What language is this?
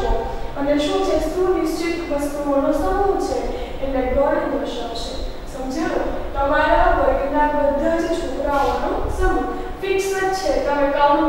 Gujarati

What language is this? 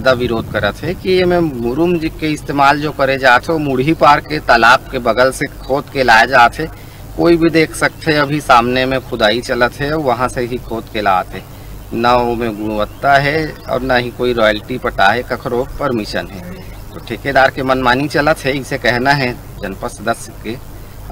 Chhattisgarhi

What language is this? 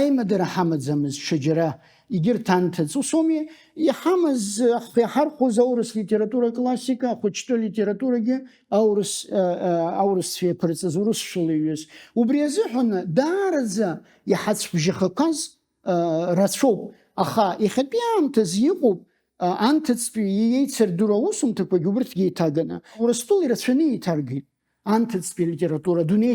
Abkhazian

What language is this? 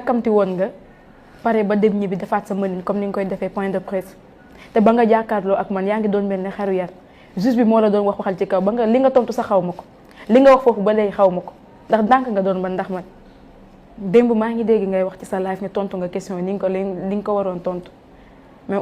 Wolof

